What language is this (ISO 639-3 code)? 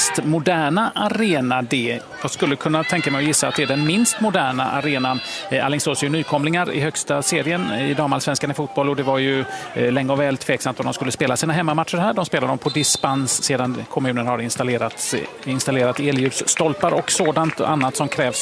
swe